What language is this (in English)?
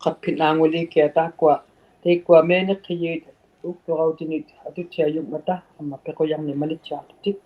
Inuktitut